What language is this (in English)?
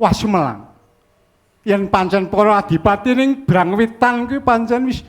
Javanese